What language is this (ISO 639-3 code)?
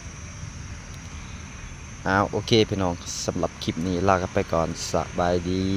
lao